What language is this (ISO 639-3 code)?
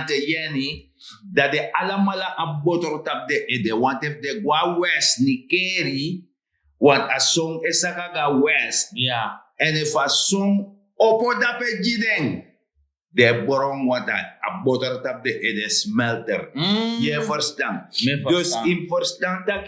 srn